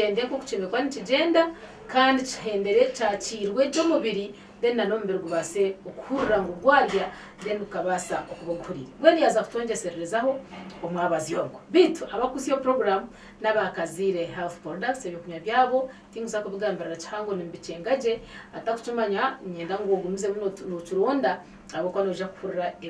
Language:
Nyankole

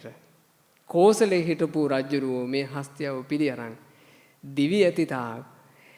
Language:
Sinhala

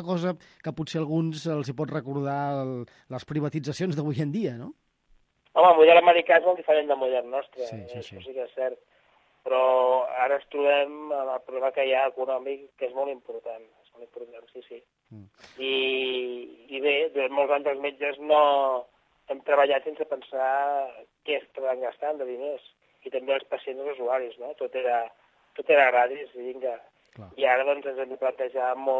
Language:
Catalan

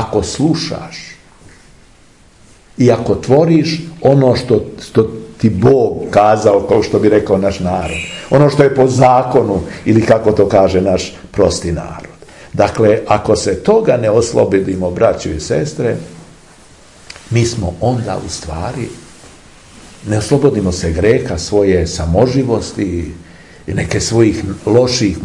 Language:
Serbian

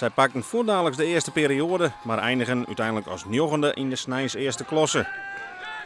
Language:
Western Frisian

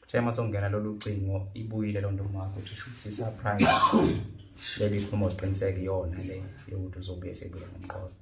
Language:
Zulu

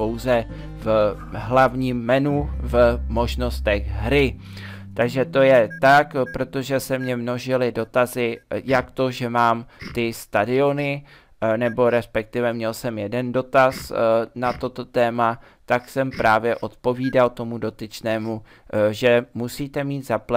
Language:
Czech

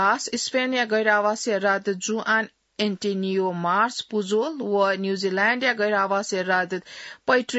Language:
Newari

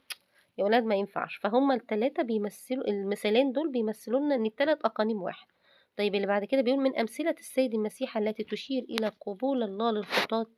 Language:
Egyptian Arabic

